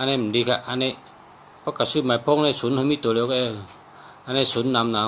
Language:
Shan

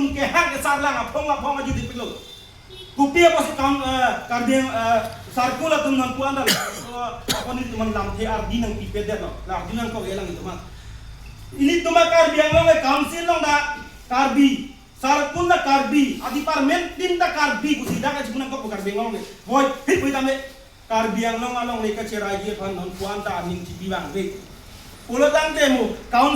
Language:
Karbi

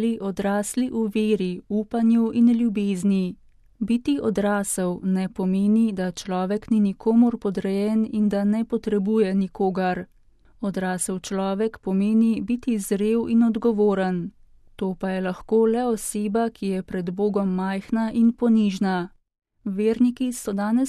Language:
Slovenian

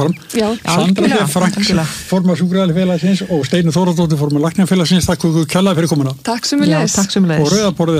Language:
Icelandic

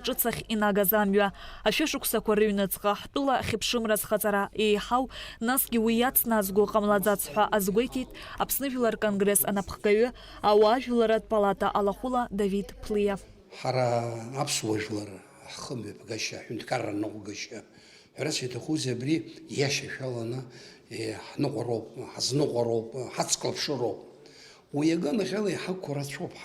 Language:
Abkhazian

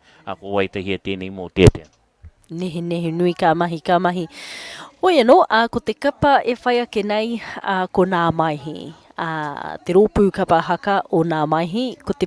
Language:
Māori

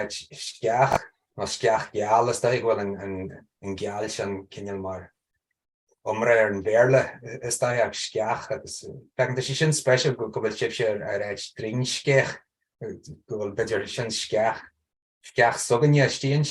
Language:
Irish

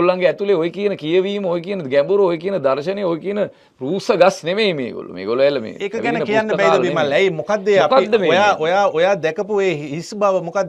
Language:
Sinhala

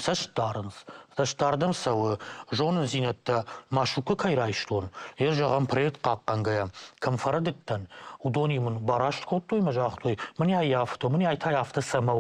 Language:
Ossetic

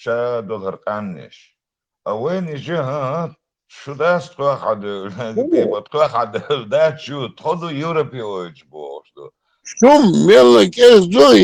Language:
Chechen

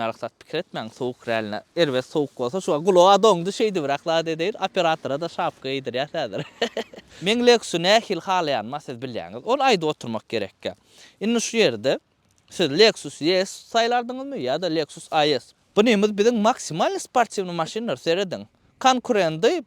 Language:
Turkmen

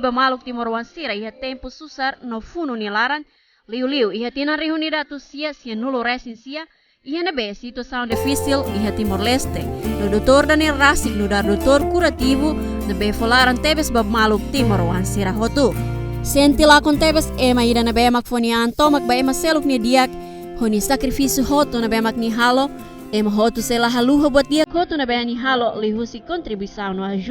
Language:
Tetum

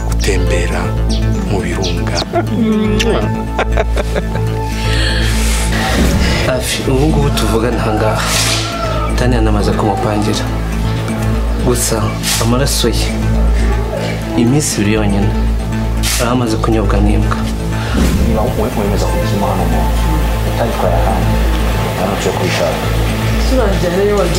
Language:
Kinyarwanda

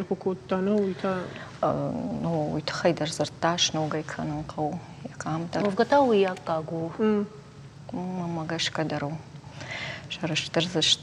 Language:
Ossetic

